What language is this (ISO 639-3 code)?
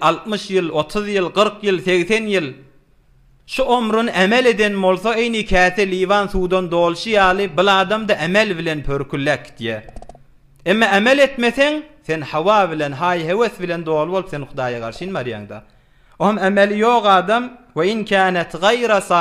tuk